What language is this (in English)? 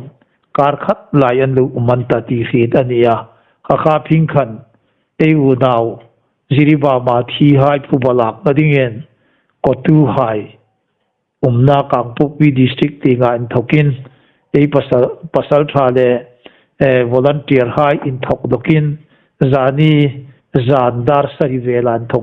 Hmar